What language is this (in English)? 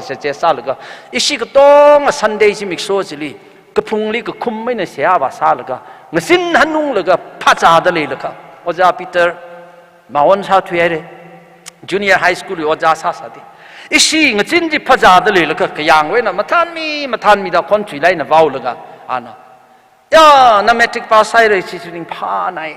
Tangkhul Naga (India)